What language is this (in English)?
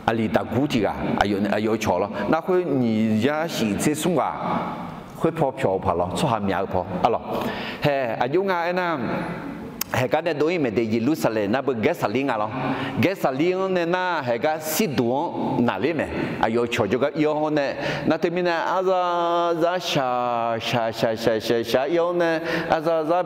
Akha